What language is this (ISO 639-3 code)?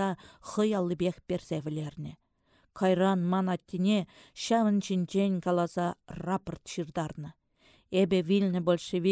chv